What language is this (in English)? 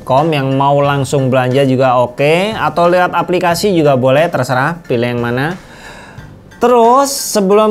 Indonesian